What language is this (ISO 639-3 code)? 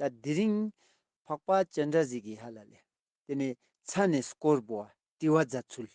lbj